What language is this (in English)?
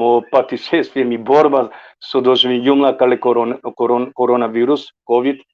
Balkan Romani